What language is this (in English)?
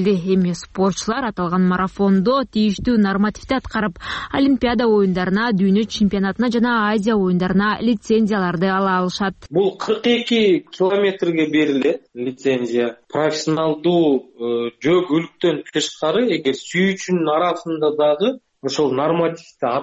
Kyrgyz